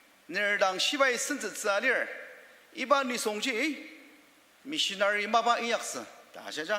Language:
Ao Naga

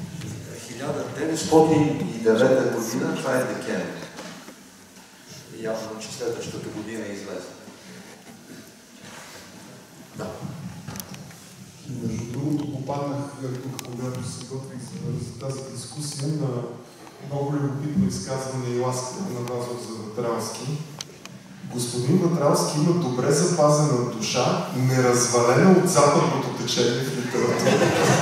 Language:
Bulgarian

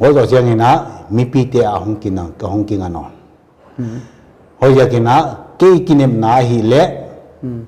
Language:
Paite Chin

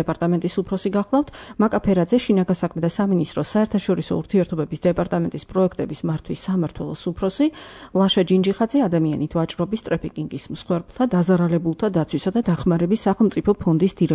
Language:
Georgian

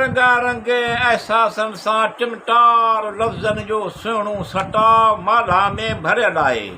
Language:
Sindhi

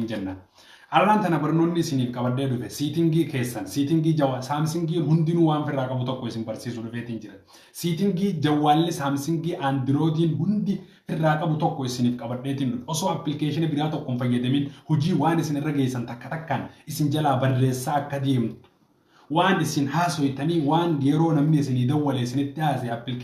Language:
Oromo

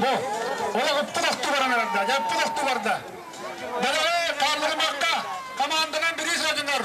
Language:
Yakut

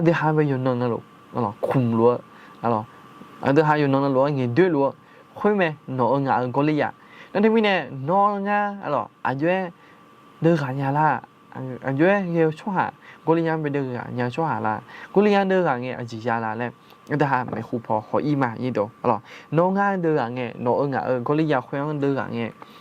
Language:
Akha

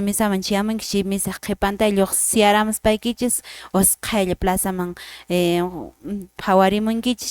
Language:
Quechua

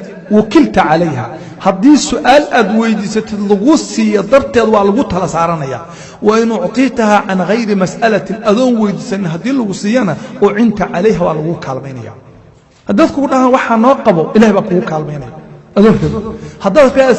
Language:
Somali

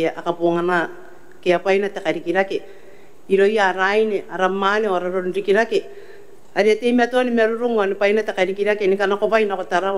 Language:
Gilbertese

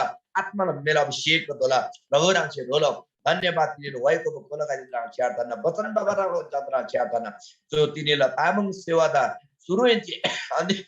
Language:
Eastern Tamang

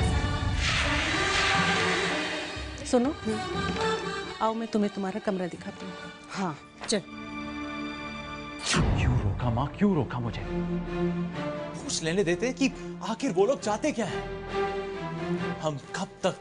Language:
Hindi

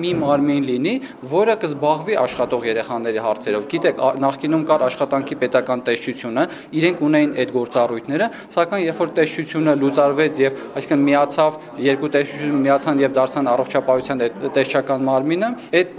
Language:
Armenian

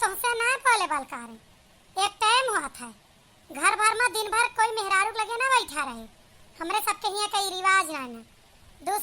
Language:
Awadhi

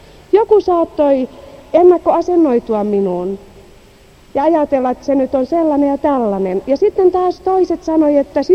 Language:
Finnish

